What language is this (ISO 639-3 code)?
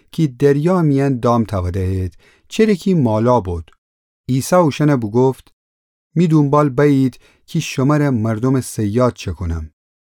glk